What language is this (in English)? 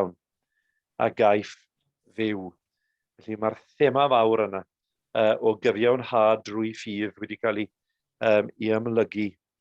Welsh